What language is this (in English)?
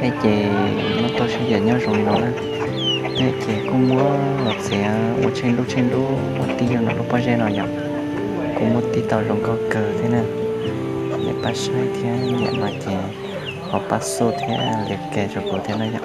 Hmong